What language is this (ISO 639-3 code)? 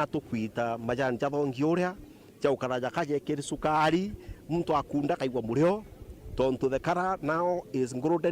mer